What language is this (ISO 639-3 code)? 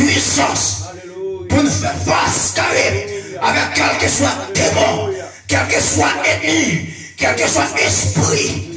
hat